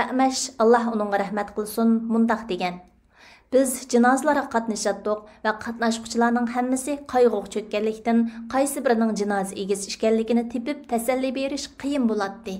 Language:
Uyghur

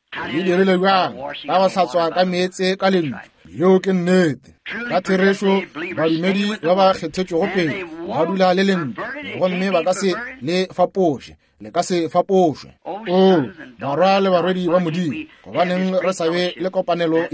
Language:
Northern Sotho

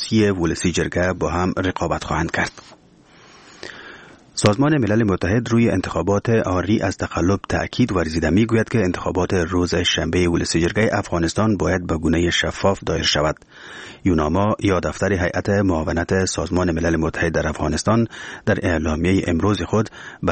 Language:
Persian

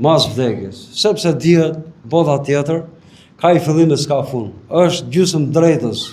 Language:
Albanian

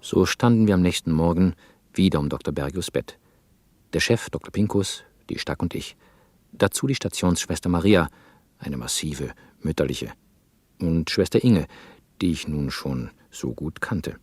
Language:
Swiss German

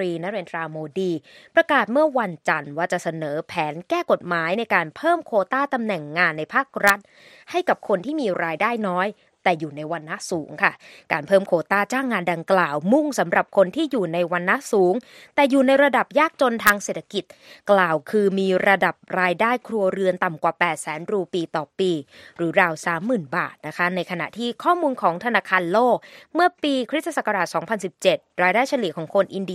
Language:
Thai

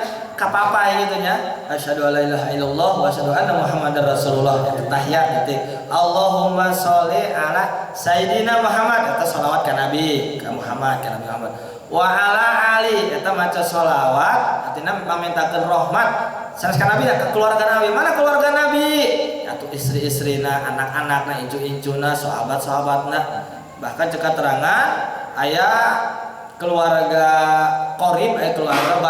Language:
Sundanese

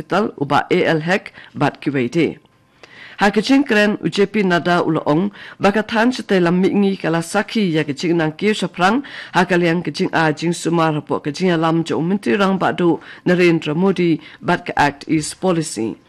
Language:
Khasi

